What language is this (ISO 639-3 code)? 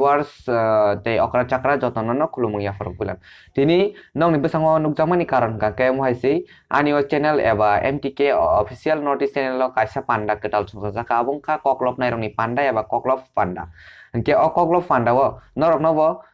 trp